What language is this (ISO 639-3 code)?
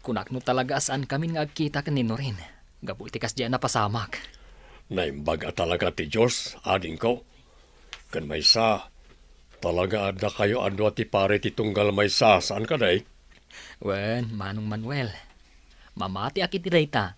ilo